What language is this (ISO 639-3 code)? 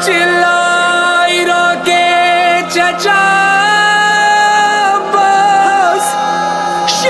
urd